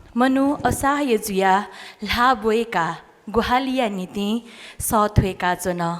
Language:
Newari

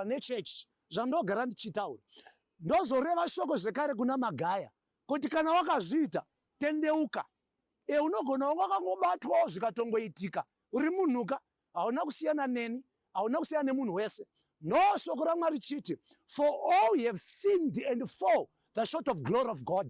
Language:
Shona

